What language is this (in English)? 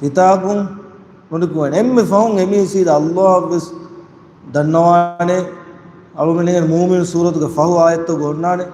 Divehi